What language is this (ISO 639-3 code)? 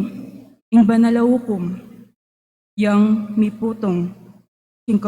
pam